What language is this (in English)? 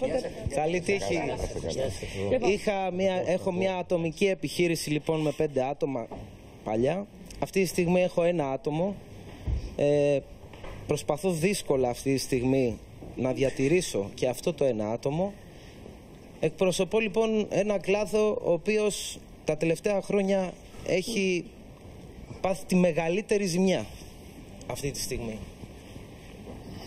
Greek